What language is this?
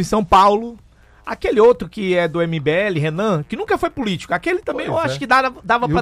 Portuguese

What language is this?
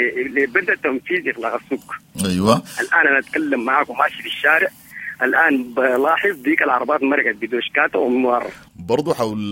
Sudanese Arabic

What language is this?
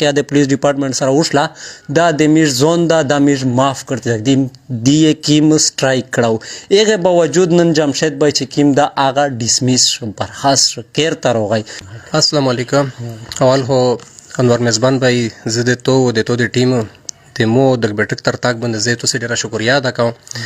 Pashto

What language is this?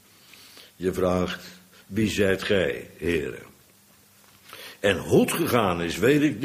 Dutch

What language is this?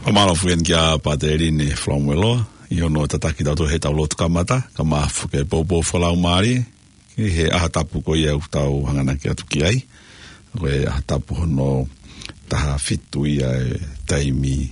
Tongan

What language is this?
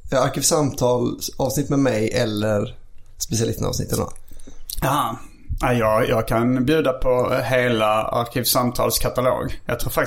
Swedish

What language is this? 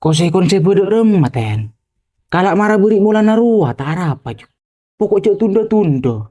Madurese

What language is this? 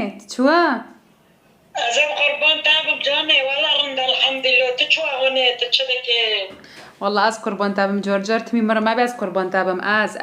Kurdish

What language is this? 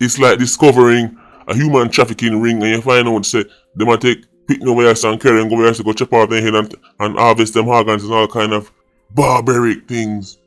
Jamaican Creole English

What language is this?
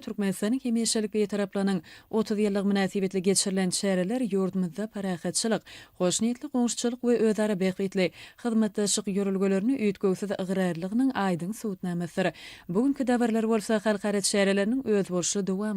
Turkmen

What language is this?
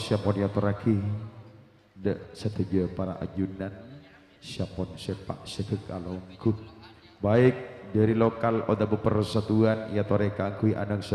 Madurese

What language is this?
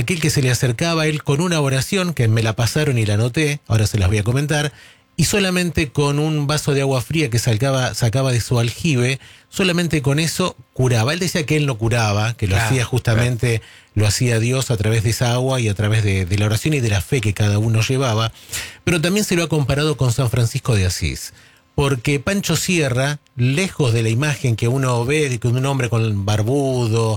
Spanish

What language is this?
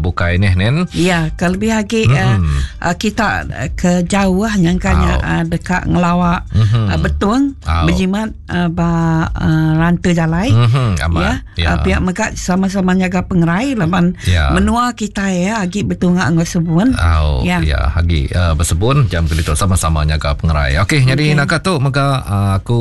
Iban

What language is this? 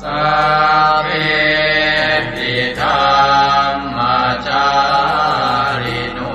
Pali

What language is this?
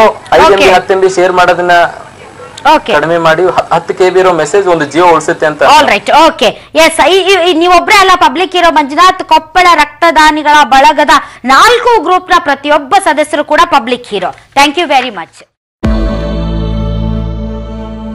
Kannada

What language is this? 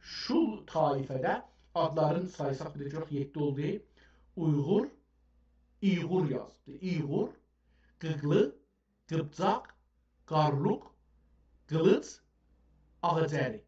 South Azerbaijani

